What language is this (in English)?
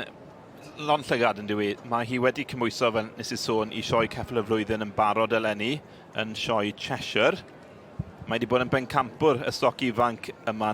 Welsh